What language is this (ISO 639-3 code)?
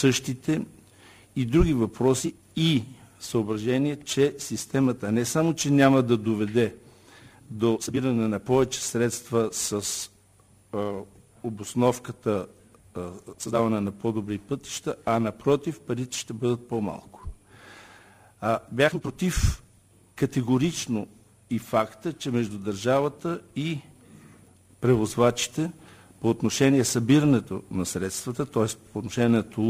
bul